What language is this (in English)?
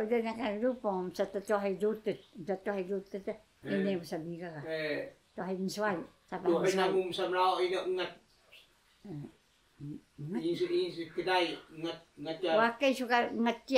Taroko